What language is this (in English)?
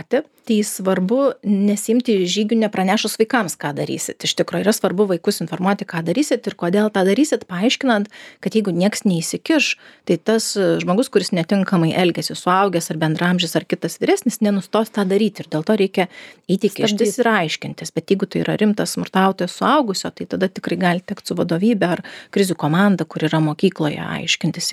Lithuanian